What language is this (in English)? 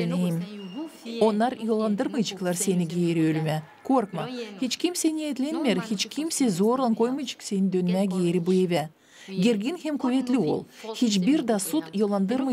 Gagauz